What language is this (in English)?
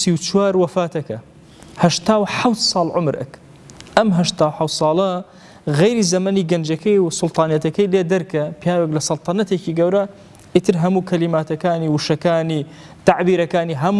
Central Kurdish